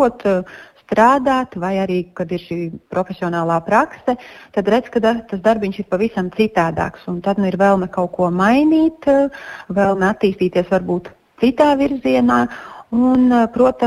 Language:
Latvian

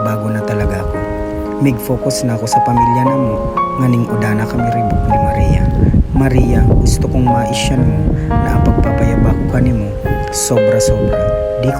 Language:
Bikol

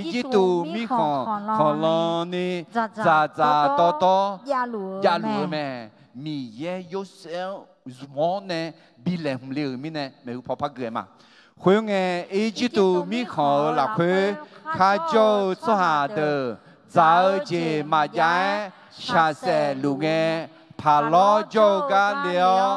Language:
Akha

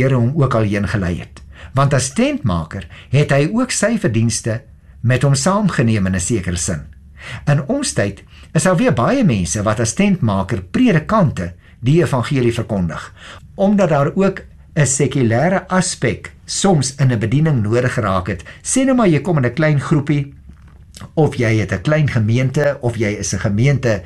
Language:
Afrikaans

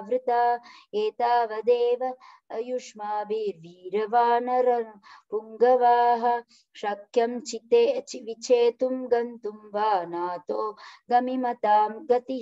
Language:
Sanskrit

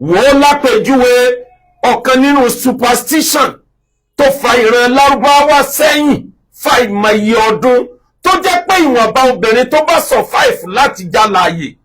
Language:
Yoruba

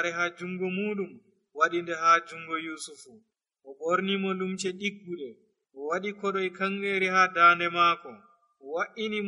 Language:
Nigerian Fulfulde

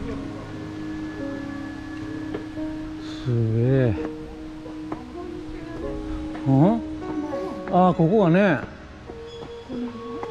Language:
Japanese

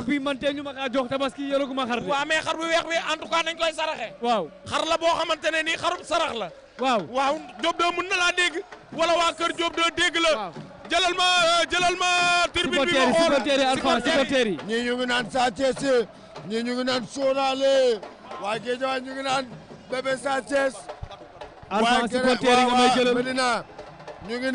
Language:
Wolof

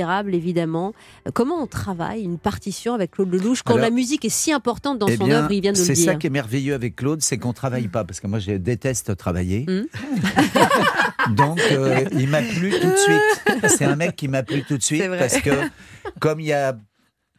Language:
French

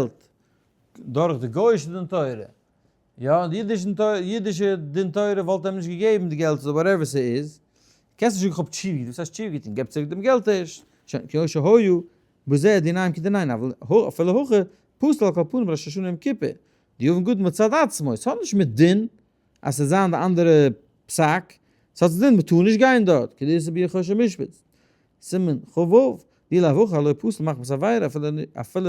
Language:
Yiddish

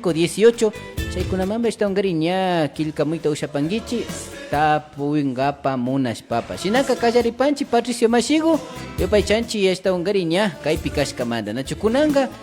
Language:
Imbabura Highland Quichua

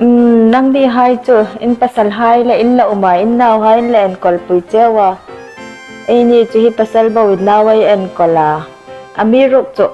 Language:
Hmar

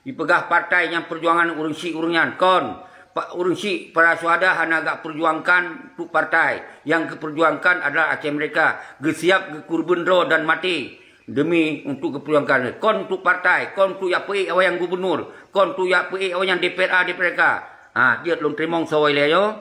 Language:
Achinese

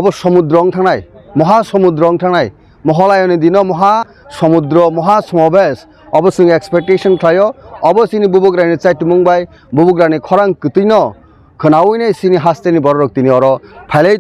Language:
Kok Borok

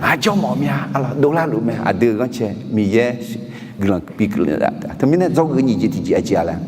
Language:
Akha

